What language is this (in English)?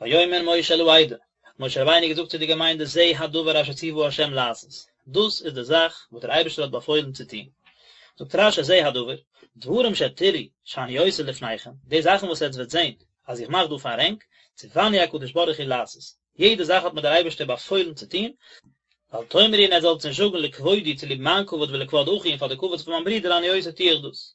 Yiddish